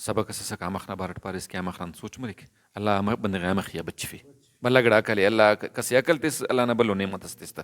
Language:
Brahui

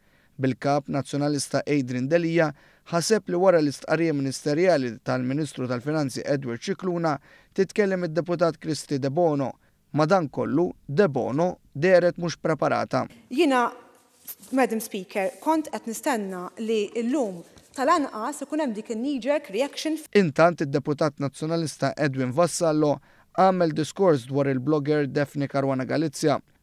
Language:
Maltese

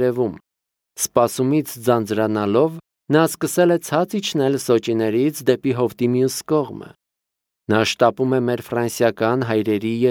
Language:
Armenian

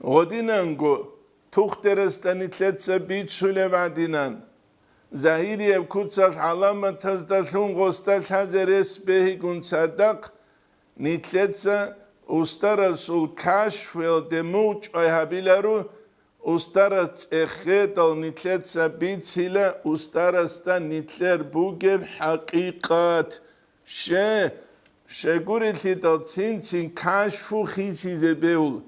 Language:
Avaric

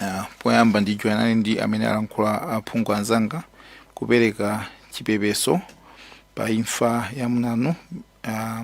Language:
Nyanja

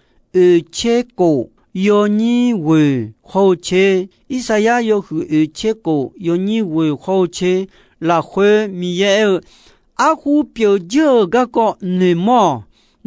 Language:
Akha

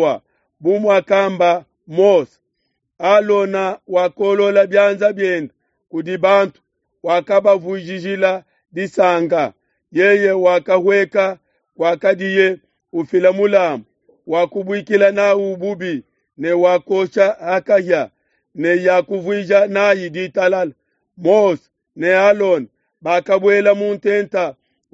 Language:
Luba-Lulua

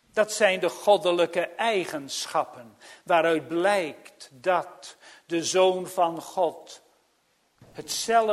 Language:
Dutch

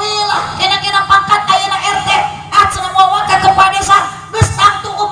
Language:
Sundanese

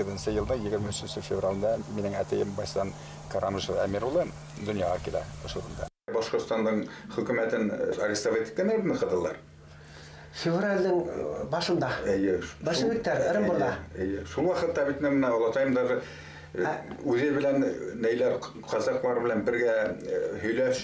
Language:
Bashkir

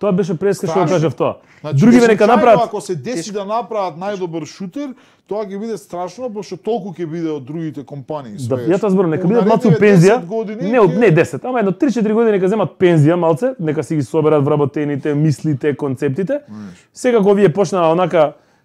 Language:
Macedonian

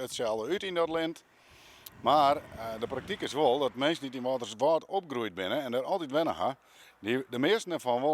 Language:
Western Frisian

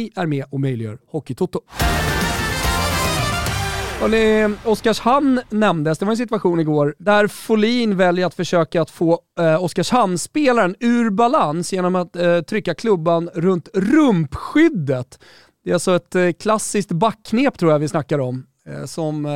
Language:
Swedish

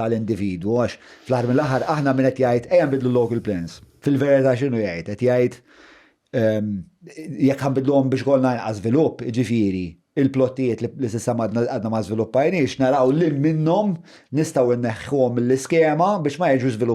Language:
Maltese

